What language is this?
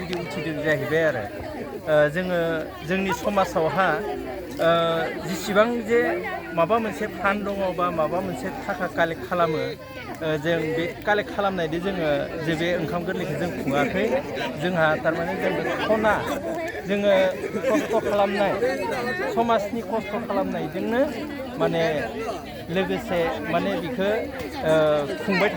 Bodo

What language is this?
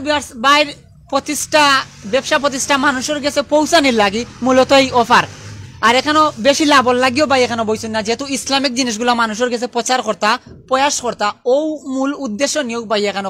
Sylheti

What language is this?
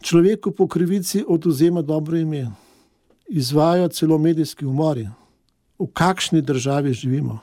Slovenian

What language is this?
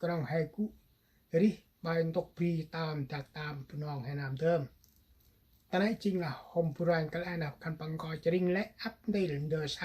Central Mnong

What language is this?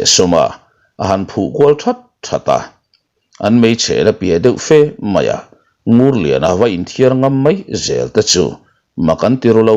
Mizo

